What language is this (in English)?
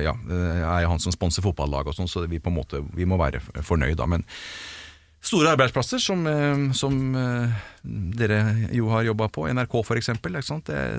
Norwegian